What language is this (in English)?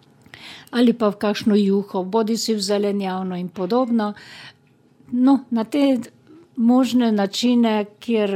Slovenian